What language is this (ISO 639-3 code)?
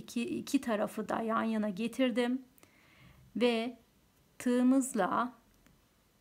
tur